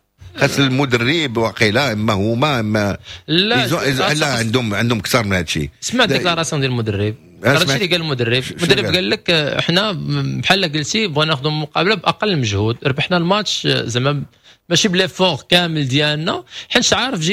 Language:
Moroccan Arabic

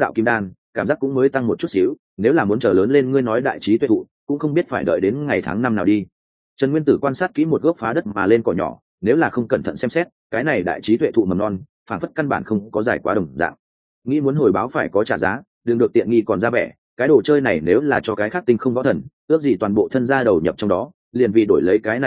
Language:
Vietnamese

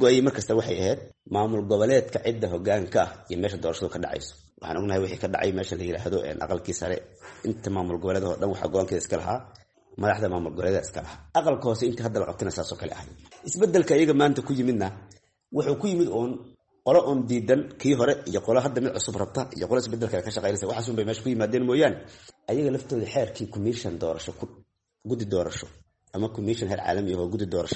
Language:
Somali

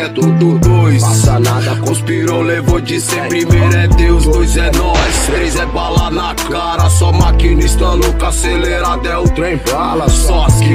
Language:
Portuguese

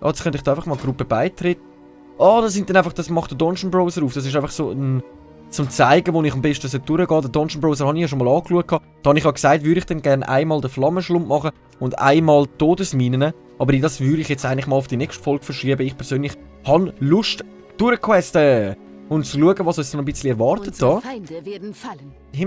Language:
Swiss German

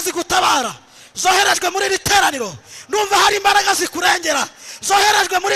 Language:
Kinyarwanda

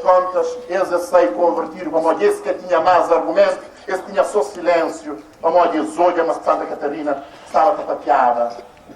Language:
Kabuverdianu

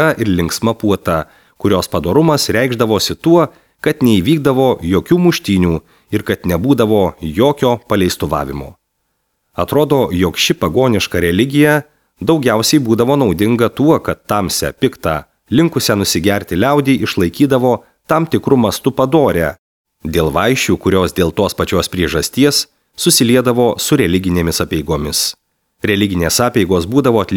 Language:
Lithuanian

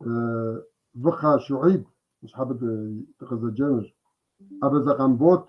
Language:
Kabardian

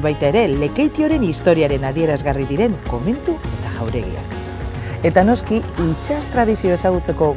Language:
Basque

